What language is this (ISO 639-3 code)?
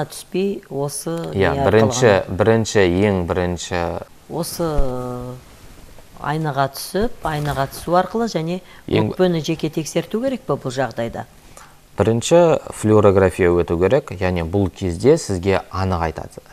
kaz